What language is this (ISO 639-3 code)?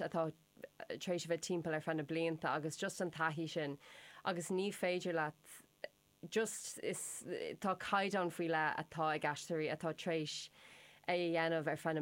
gle